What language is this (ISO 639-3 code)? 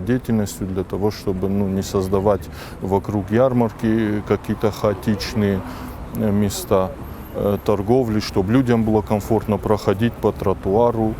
oss